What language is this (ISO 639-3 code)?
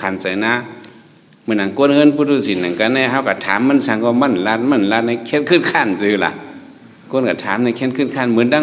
shn